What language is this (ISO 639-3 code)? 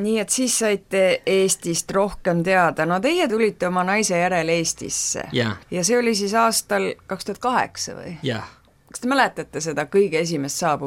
est